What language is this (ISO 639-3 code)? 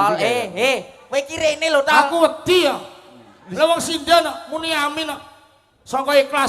jav